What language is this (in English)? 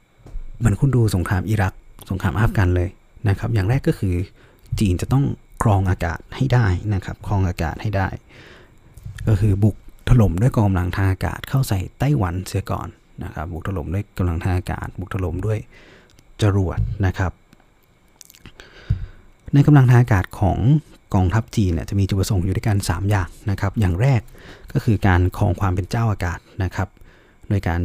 Thai